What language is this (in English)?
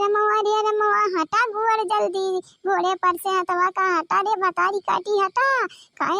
Awadhi